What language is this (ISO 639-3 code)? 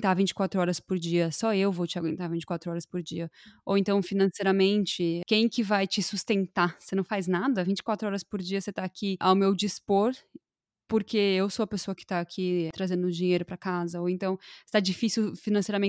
por